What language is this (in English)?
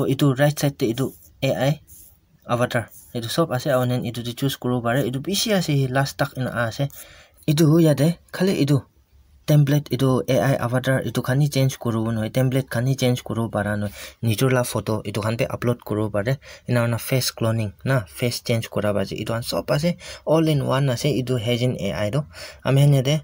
Naga Pidgin